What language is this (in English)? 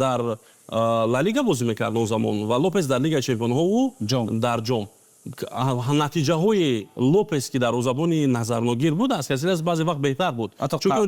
Tajik